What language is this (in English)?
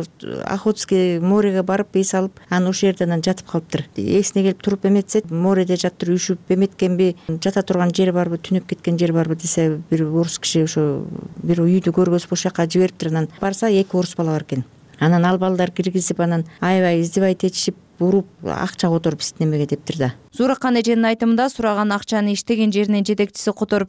Kyrgyz